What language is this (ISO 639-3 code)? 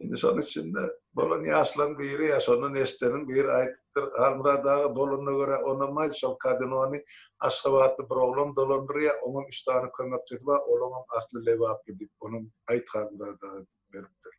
tuk